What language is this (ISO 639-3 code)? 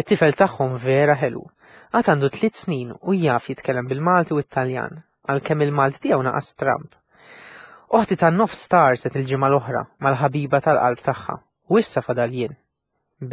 mlt